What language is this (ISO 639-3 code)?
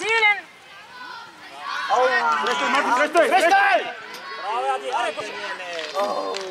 bul